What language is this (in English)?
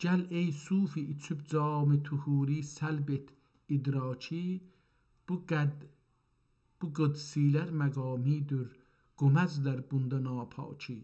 South Azerbaijani